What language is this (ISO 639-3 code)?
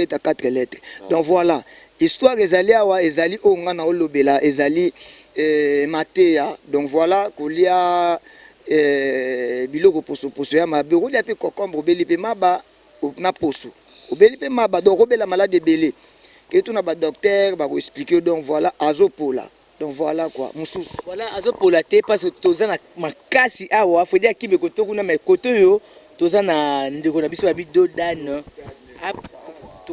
lin